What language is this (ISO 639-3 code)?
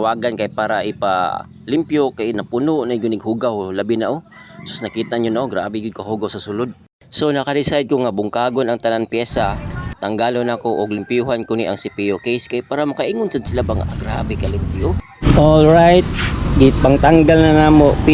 ceb